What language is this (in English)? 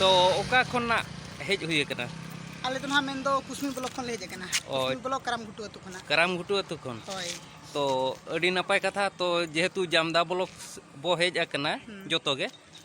Santali